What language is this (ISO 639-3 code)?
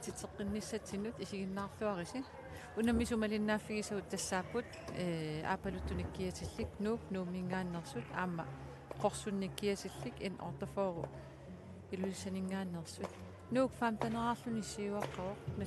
kal